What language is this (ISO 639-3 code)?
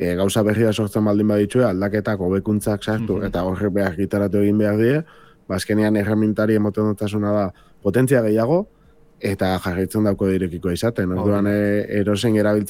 eus